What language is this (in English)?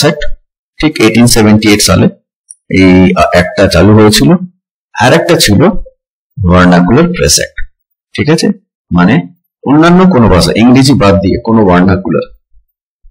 Bangla